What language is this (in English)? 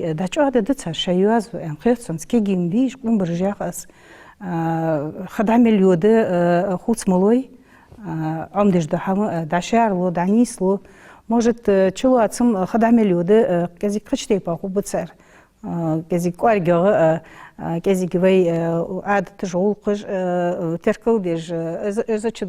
Ingush